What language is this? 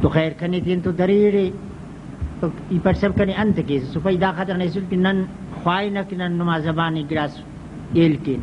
Brahui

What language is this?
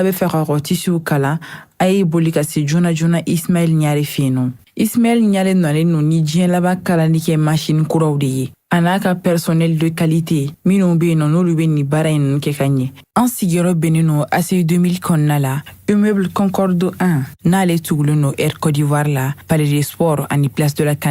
Bambara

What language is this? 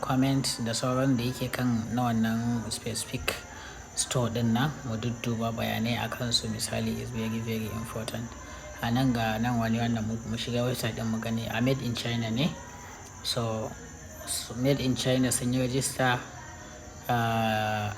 Hausa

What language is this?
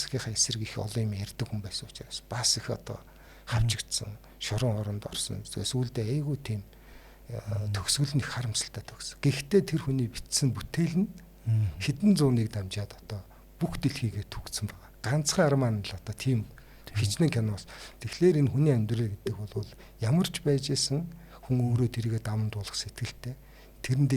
Mongolian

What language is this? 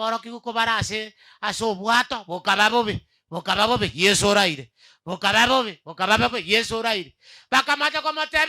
Gusii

